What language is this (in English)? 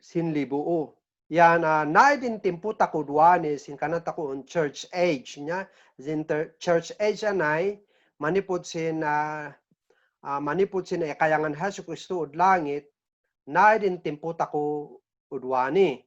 Kankanaey